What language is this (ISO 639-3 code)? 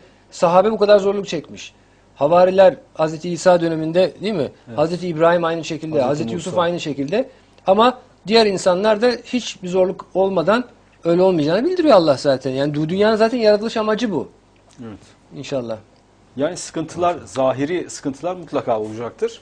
tur